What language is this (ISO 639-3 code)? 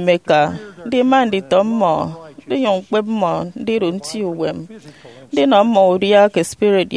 efi